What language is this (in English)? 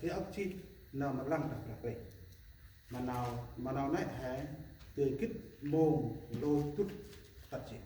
Central Mnong